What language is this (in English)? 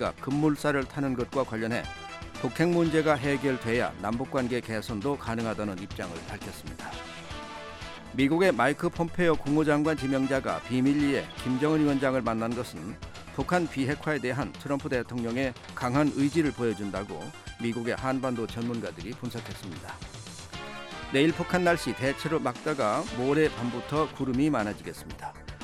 Korean